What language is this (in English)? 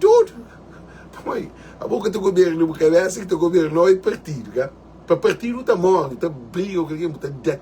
Kabuverdianu